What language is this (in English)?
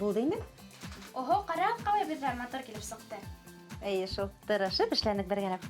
Bashkir